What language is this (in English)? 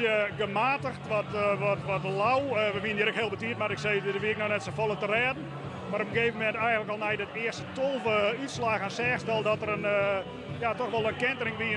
Western Frisian